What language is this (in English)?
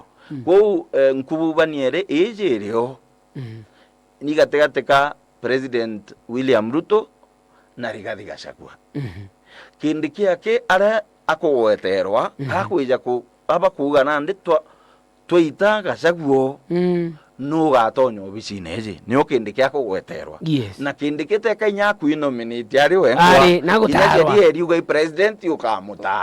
Meru